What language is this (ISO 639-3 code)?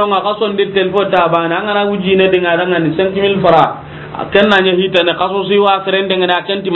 snk